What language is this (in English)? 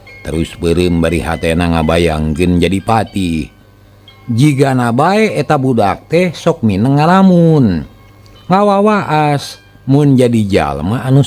Sundanese